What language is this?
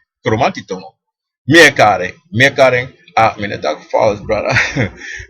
Sranan Tongo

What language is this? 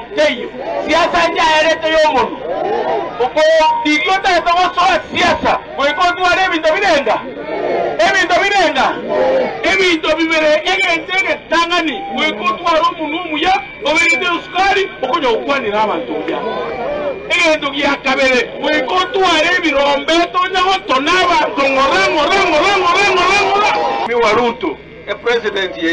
Gusii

